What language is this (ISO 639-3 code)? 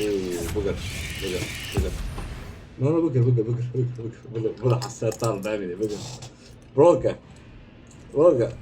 kur